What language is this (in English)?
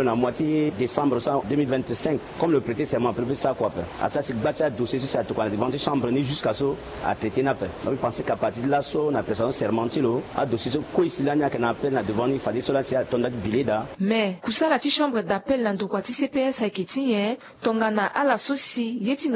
Sango